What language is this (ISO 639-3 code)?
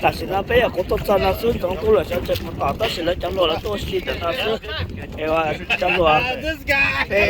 hmn